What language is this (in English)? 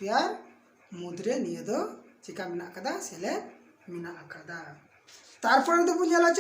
Santali